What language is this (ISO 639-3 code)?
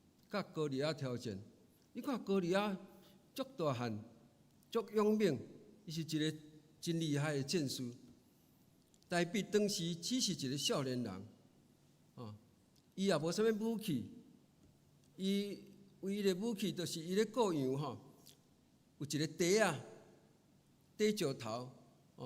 nan